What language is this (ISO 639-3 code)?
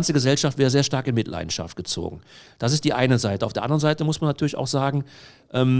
deu